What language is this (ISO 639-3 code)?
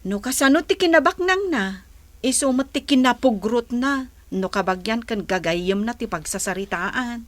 ilo